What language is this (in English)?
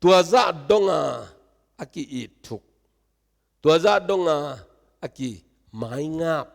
Tedim Chin